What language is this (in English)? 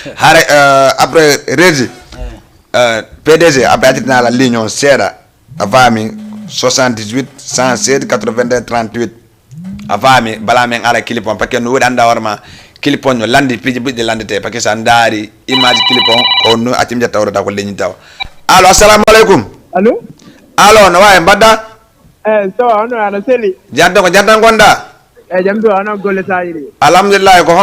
Fula